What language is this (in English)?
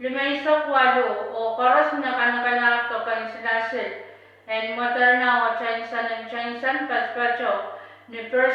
Pohnpeian